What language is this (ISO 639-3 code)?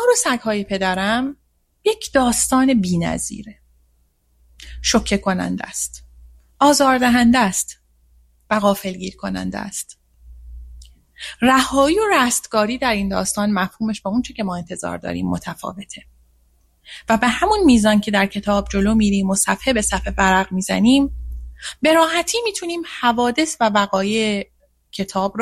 fas